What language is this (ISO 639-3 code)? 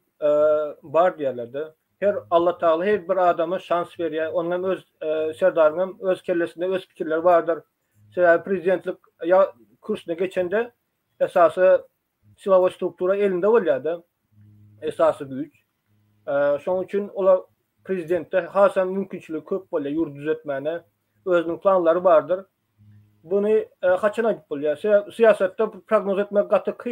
tuk